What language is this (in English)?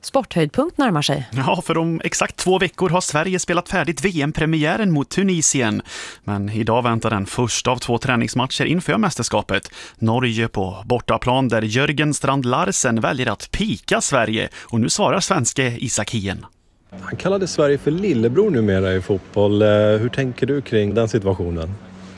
Swedish